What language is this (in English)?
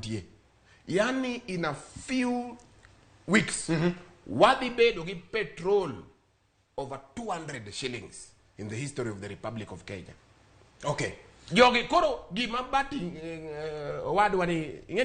Luo (Kenya and Tanzania)